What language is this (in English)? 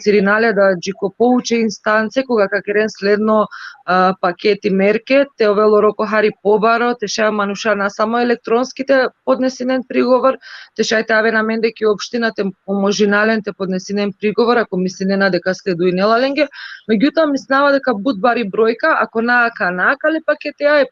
Balkan Romani